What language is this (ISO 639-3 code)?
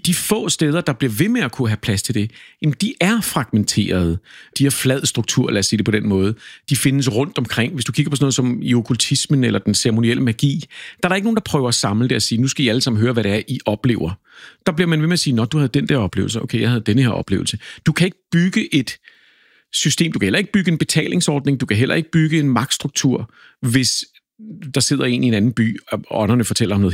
dan